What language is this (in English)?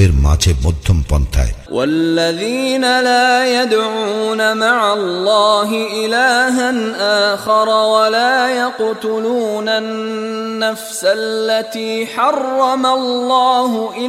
Bangla